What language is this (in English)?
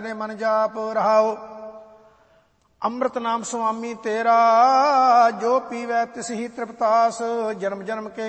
Punjabi